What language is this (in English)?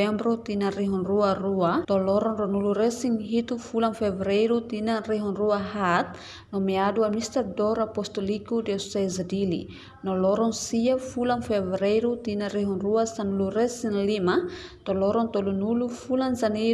Tetum